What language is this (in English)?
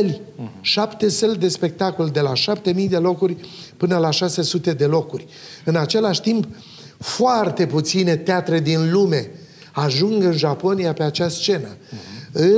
Romanian